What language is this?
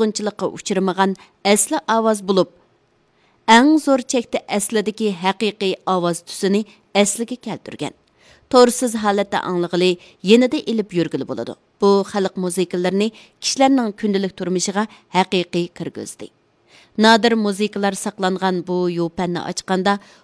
Uyghur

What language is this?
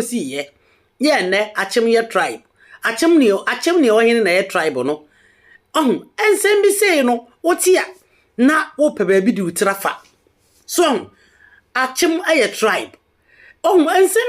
Akan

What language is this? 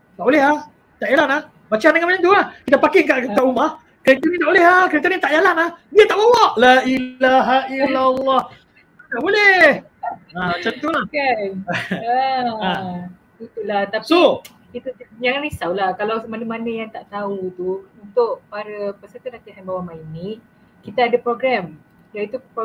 Malay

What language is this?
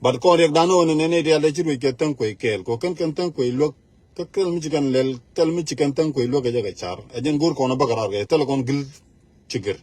Nuer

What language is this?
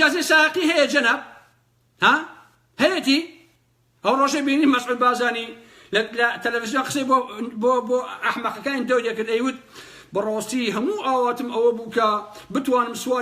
Central Kurdish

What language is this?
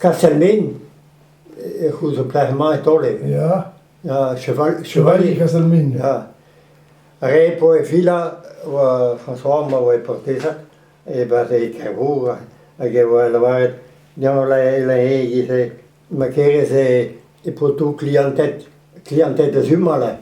Breton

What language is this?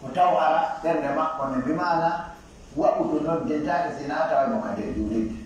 Pular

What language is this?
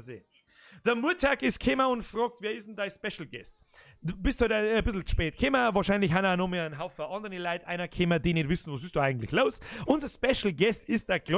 Bavarian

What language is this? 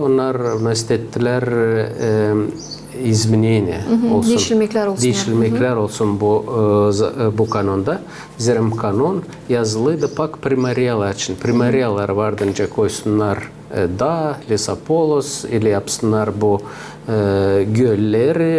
Gagauz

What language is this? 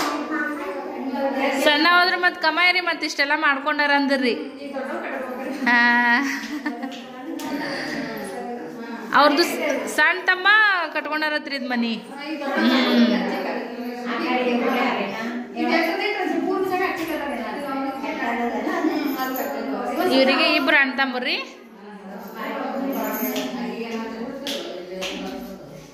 Kannada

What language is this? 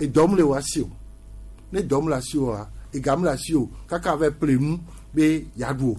Gen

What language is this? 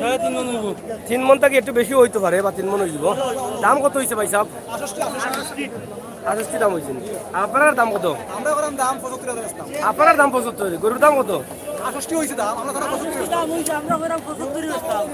Sylheti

